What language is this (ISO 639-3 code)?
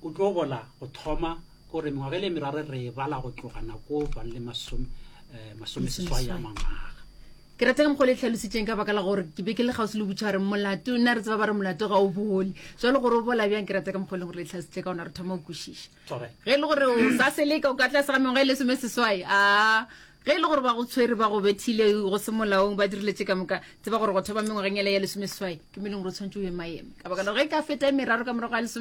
nso